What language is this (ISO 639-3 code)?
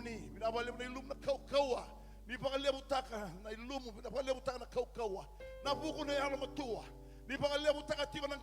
fij